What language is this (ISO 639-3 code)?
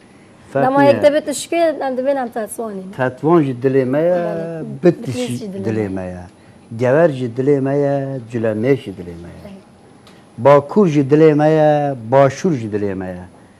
kur